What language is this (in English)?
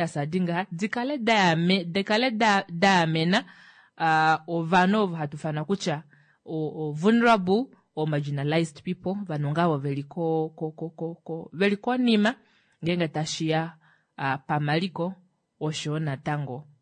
Kuanyama